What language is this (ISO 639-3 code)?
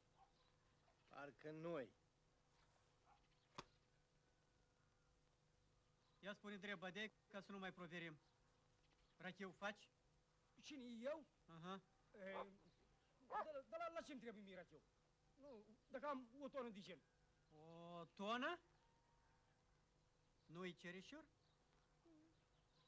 ron